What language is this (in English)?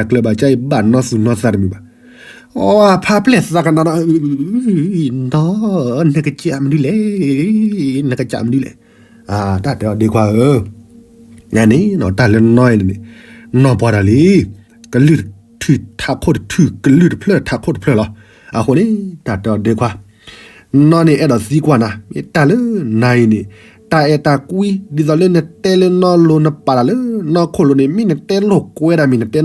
S'gaw Karen